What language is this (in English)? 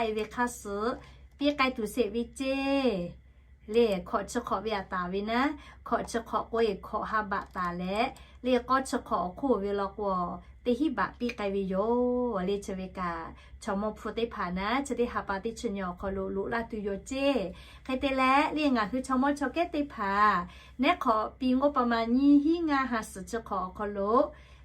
Lahu